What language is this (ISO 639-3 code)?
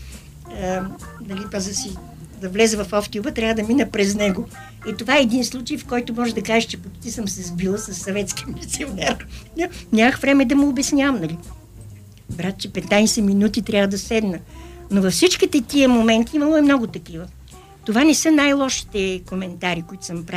bul